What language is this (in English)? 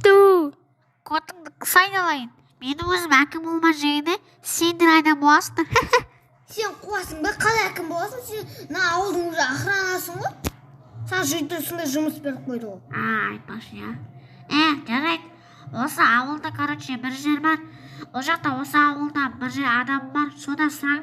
Kazakh